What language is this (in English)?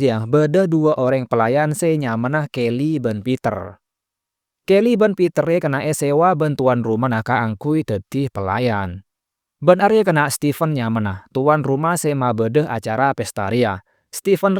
Madurese